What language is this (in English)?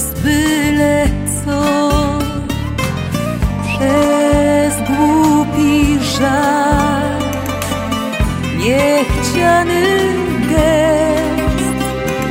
Polish